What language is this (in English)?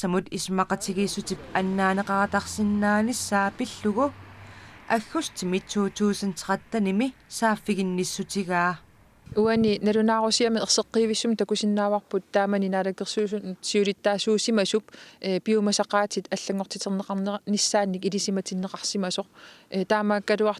Kalaallisut